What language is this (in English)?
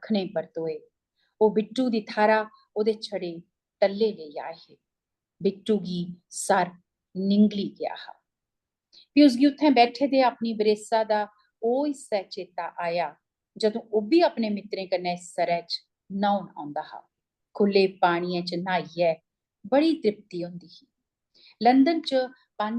Dogri